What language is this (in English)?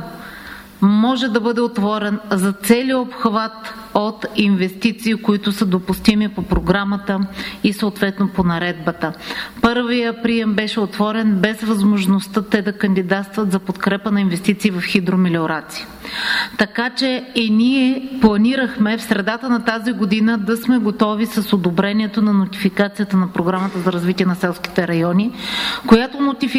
Bulgarian